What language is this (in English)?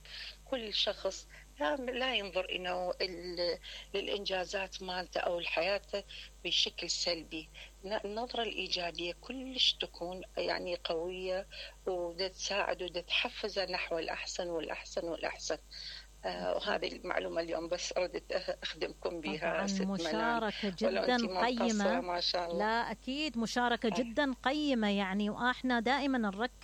Mesopotamian Arabic